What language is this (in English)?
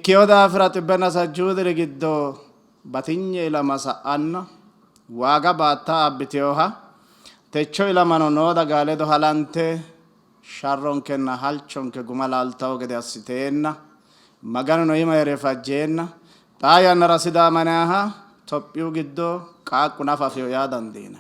Sidamo